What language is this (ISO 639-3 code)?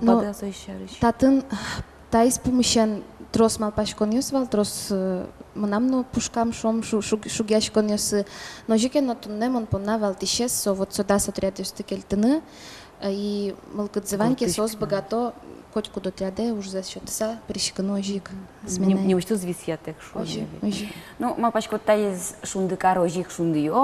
udm